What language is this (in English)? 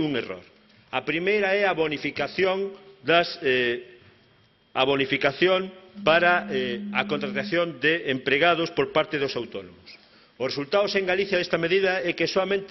Galician